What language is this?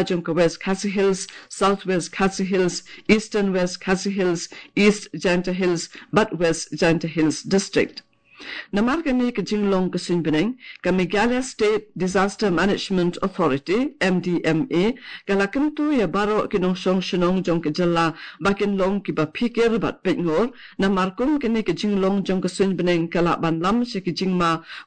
Khasi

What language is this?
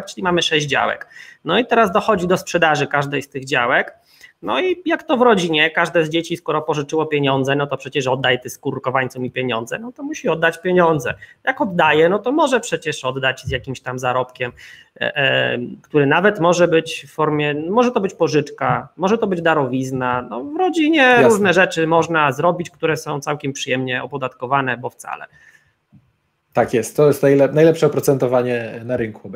Polish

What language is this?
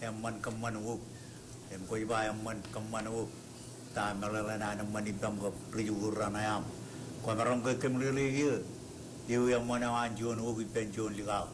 Marshallese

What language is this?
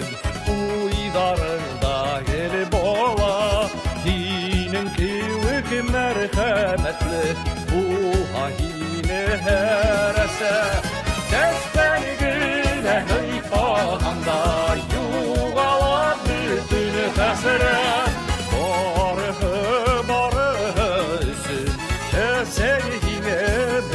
Bashkir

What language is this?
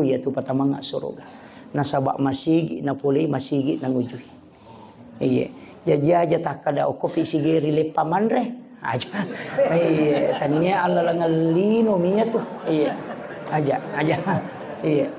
Buginese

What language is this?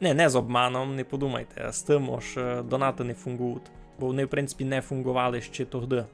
Rusyn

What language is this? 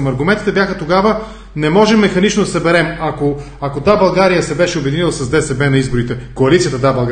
Bulgarian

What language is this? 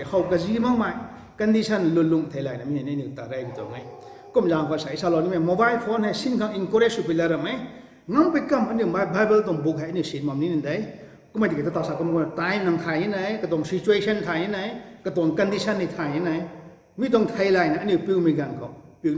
Rongmei Naga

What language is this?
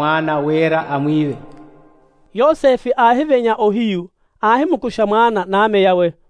Makhuwa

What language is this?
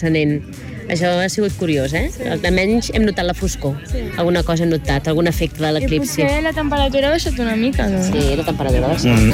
Catalan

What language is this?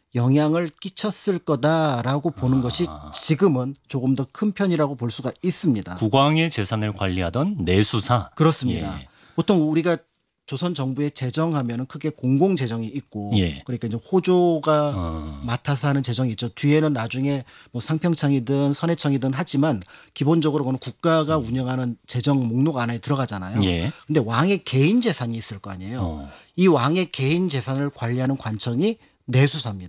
Korean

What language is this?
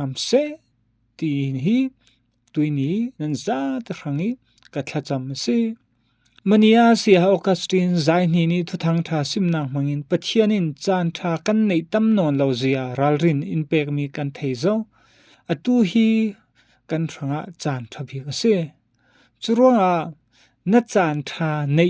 Falam Chin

